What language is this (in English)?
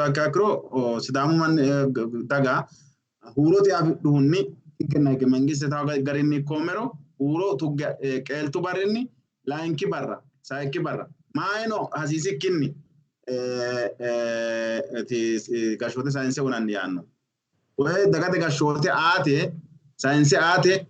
Sidamo